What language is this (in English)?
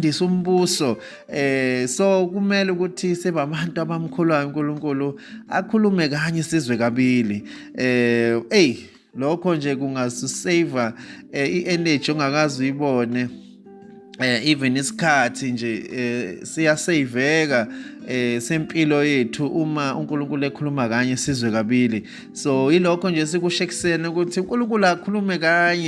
Zulu